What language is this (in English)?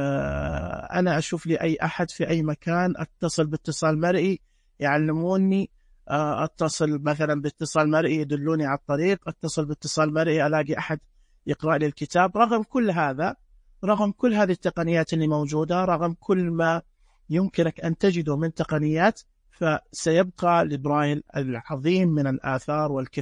Najdi Arabic